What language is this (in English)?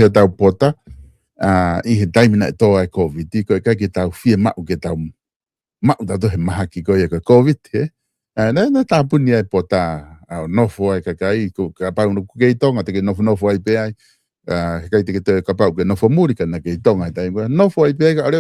Tongan